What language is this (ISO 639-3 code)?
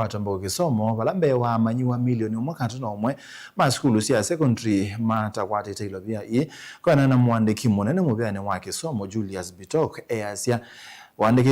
kam